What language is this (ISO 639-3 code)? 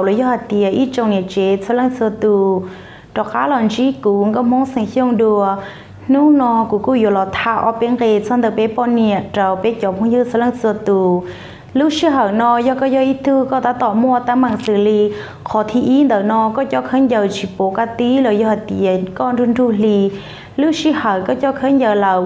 hmn